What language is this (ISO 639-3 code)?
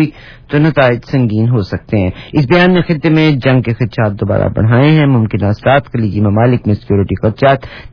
urd